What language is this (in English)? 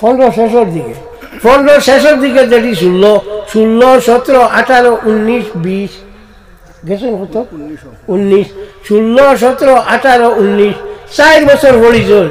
Sylheti